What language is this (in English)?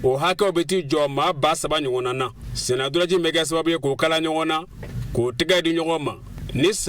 Bambara